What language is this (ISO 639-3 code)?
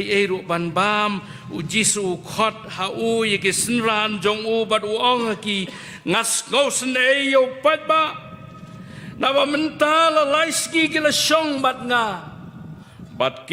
kha